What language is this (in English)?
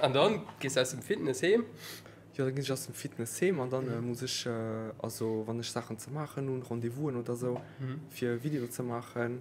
Luxembourgish